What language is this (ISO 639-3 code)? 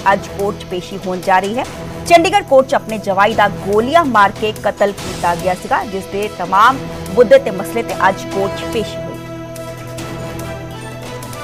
pan